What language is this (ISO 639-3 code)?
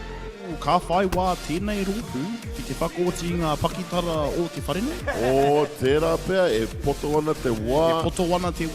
mri